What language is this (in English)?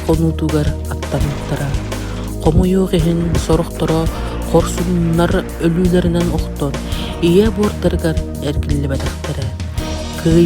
Yakut